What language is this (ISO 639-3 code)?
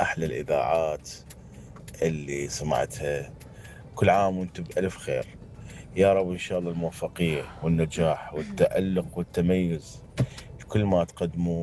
acm